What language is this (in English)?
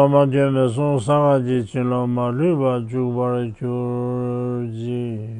Tibetan